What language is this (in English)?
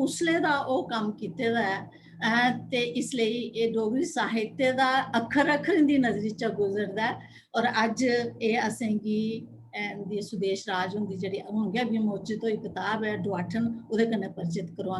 Dogri